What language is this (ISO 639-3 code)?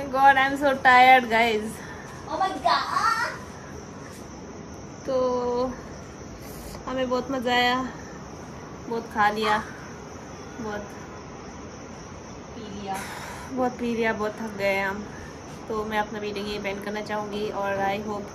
hin